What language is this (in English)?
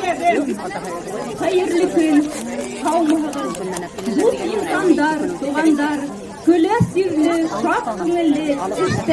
Bashkir